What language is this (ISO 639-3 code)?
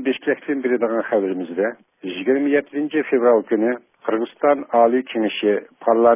uig